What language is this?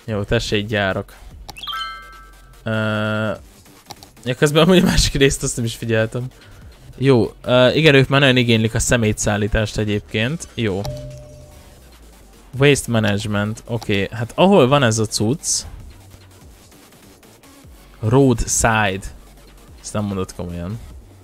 Hungarian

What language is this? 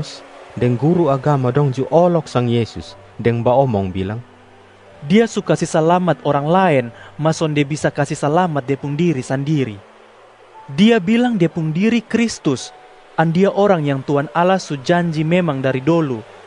Kupang Malay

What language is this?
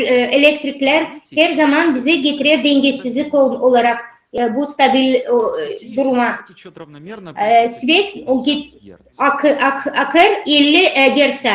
Gagauz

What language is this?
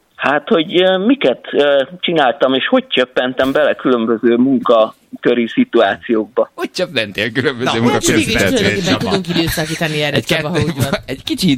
Hungarian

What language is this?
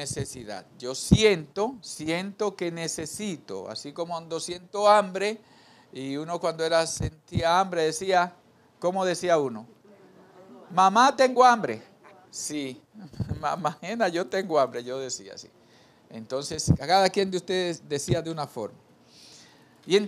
Spanish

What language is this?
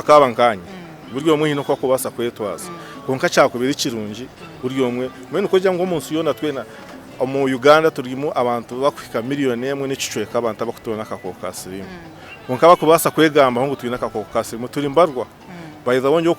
Nyankole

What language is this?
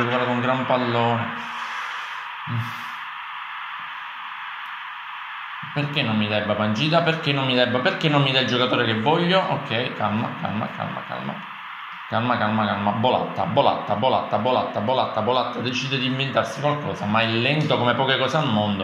Italian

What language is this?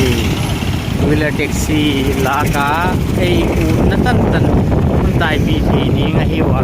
Paite Chin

